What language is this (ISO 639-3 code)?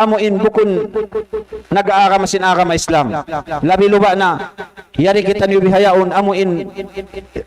tsg